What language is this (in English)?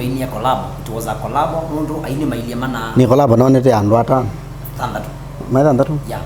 Kamba